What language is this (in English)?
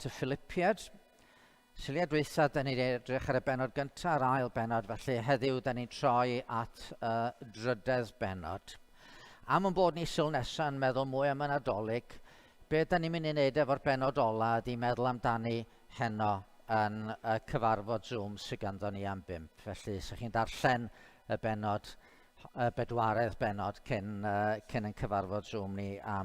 Welsh